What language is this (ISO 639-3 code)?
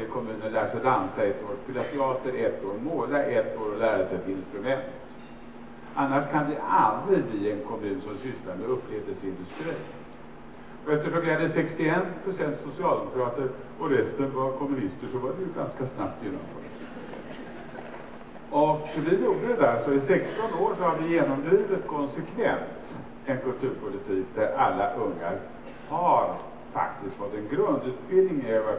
swe